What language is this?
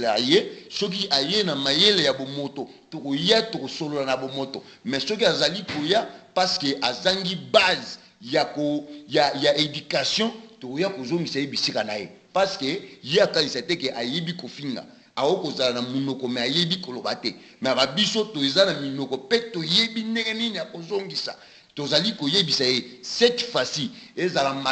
Lingala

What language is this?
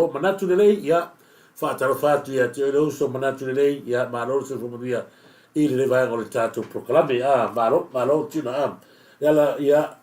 Samoan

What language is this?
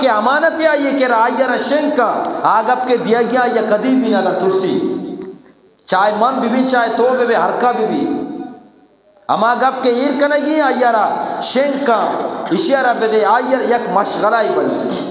Eastern Balochi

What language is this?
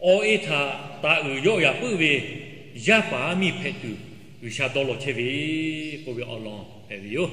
Lahu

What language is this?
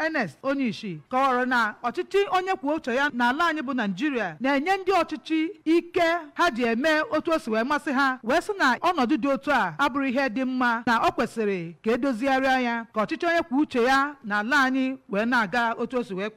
Igbo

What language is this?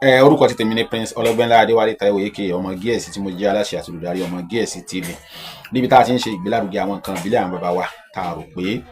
Yoruba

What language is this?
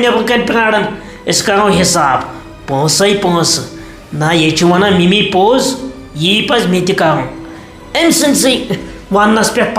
Kashmiri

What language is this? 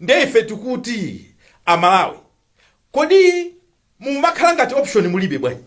Nyanja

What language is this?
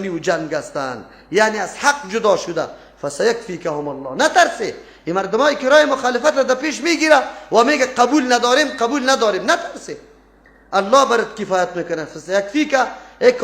Persian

